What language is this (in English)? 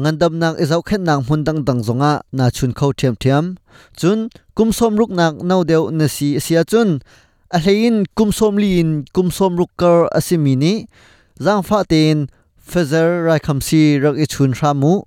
Hakha Chin